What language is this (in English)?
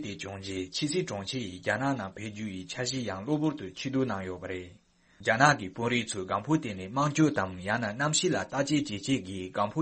Tibetan